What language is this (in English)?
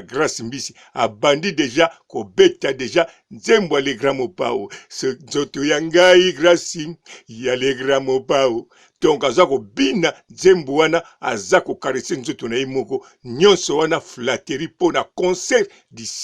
Lingala